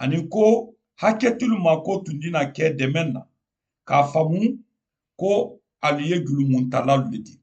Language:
Mandingo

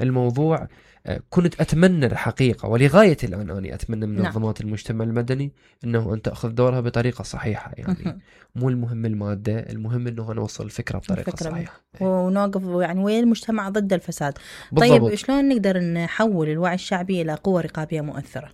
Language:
Mesopotamian Arabic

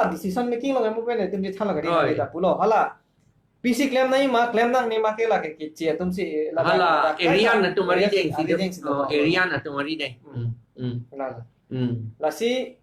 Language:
Karbi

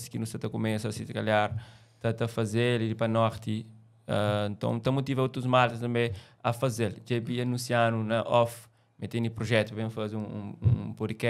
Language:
Kabuverdianu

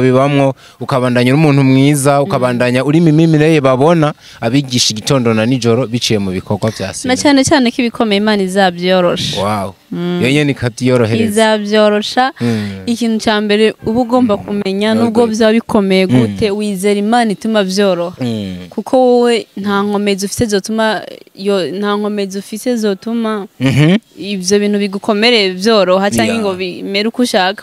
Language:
Rundi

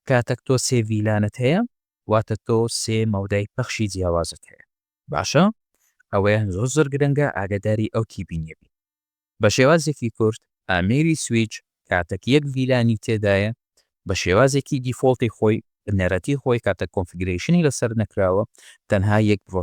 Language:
Central Kurdish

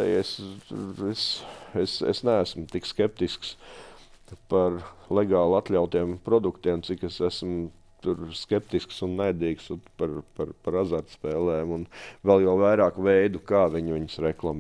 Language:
Latvian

